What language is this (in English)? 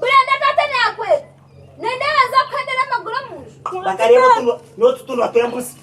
Nyankole